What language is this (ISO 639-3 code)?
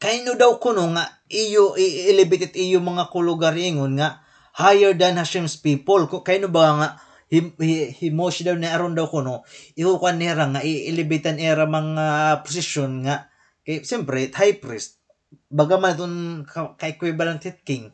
war